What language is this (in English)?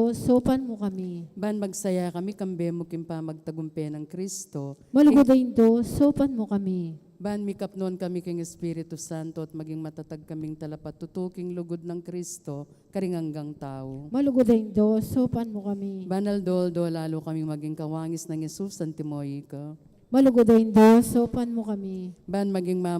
Pampanga